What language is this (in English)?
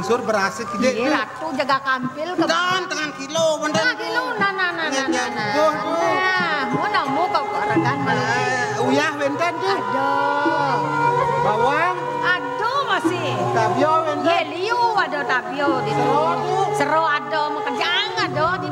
Balinese